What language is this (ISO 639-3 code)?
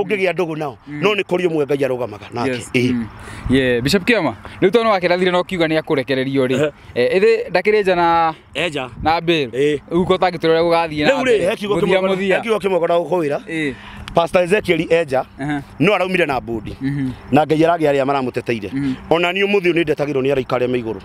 kik